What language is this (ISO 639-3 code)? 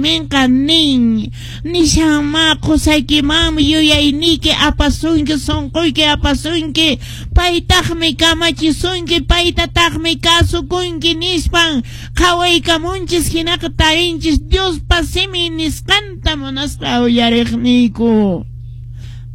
que